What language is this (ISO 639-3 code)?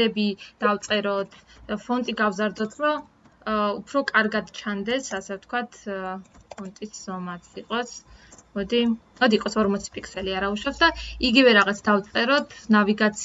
kat